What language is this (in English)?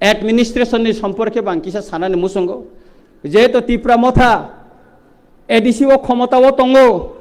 Riang (India)